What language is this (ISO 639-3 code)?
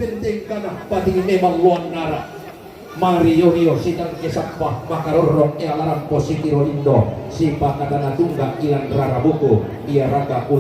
sda